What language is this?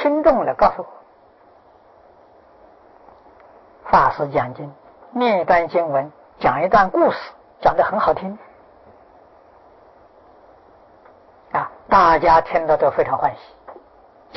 Chinese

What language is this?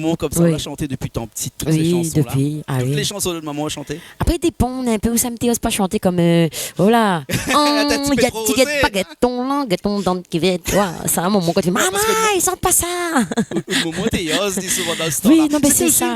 Réunion Creole French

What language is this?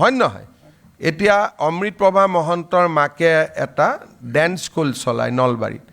Assamese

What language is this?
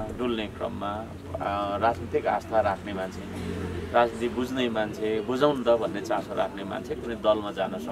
Nepali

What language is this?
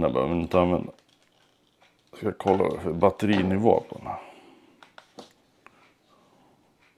Swedish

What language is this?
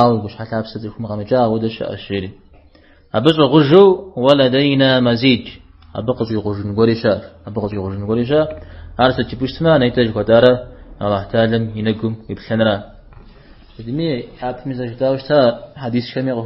Kabardian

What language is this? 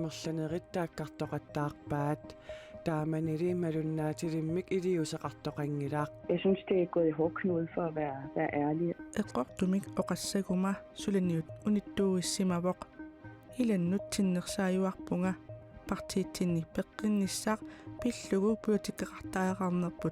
Kalaallisut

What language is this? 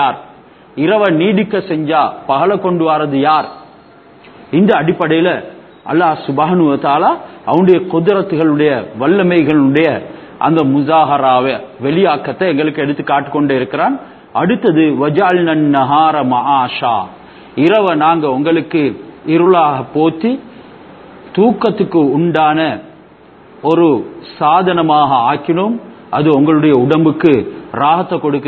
Tamil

